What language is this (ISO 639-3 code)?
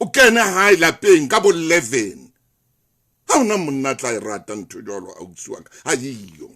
sot